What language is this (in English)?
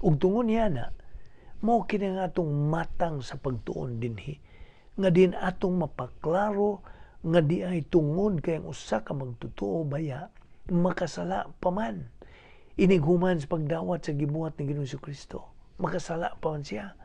Cebuano